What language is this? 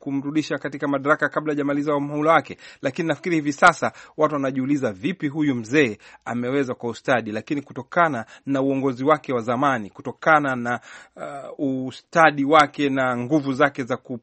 Swahili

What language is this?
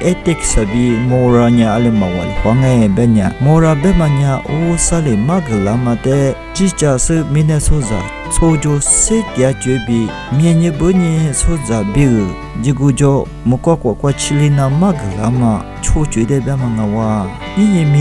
Lisu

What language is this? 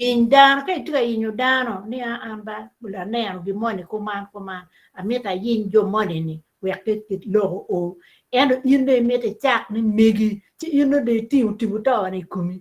Acoli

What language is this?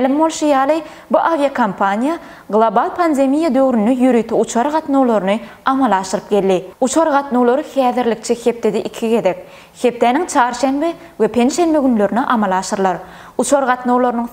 Turkmen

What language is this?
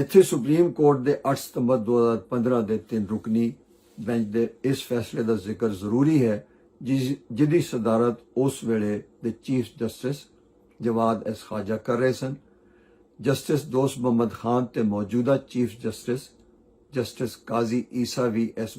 Western Panjabi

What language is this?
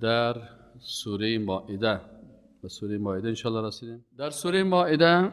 Persian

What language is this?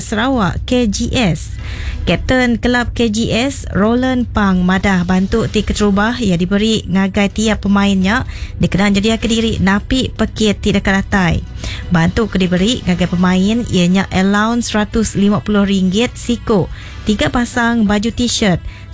Iban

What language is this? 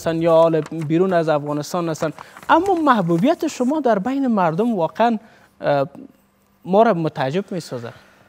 Persian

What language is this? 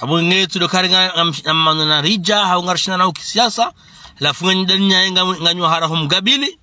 Ngazidja Comorian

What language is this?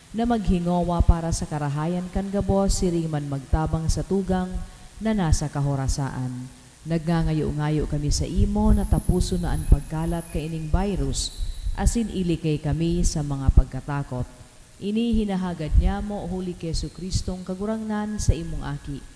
Bikol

